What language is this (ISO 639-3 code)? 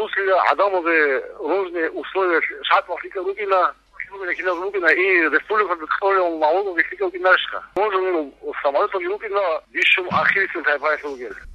ava